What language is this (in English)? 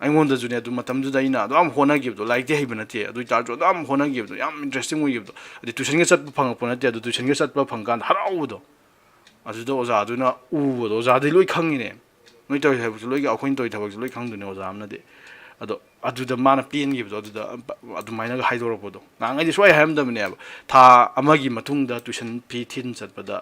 Manipuri